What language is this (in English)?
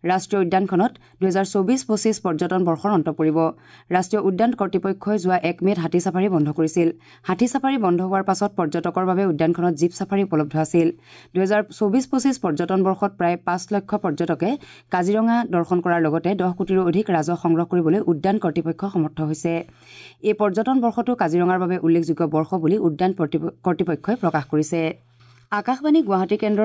Assamese